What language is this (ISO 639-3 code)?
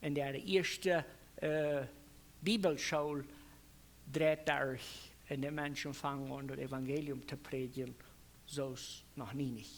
pdt